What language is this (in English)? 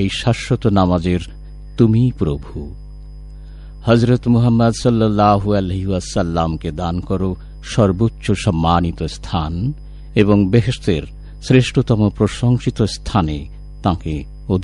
Bangla